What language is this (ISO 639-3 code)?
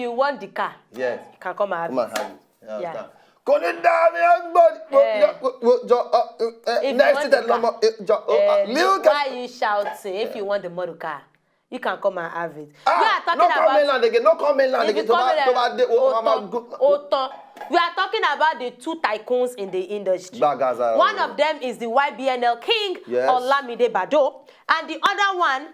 pcm